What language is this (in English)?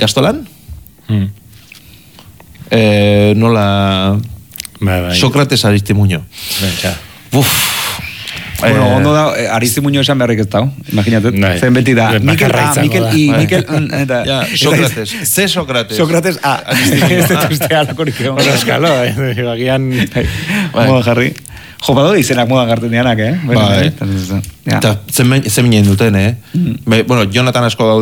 Basque